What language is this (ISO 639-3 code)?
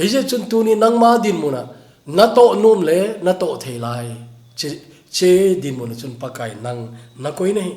tcz